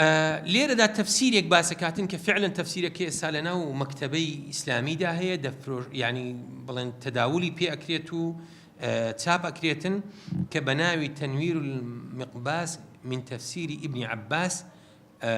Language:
Central Kurdish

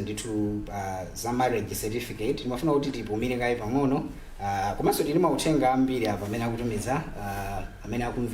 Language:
Nyanja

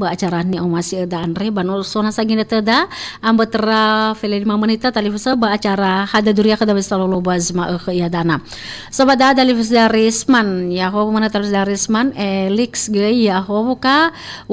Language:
Nias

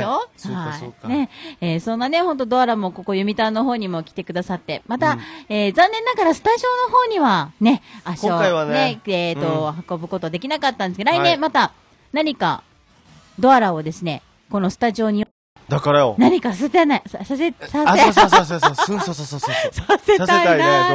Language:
Japanese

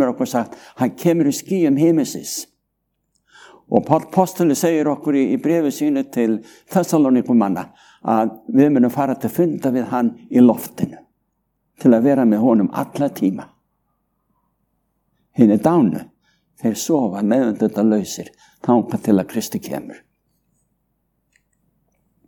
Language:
Icelandic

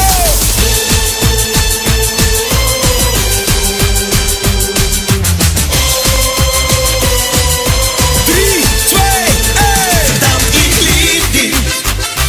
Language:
Dutch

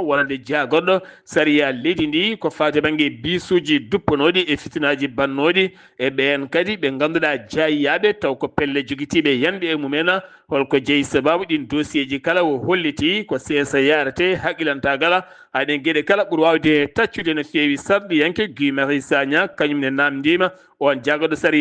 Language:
Fula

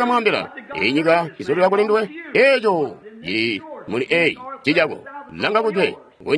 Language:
Tonga (Zambia)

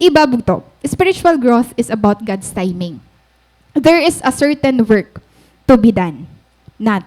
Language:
Waray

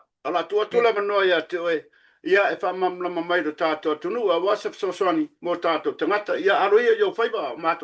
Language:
Samoan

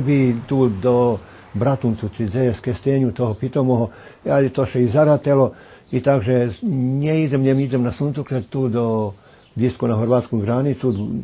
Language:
Rusyn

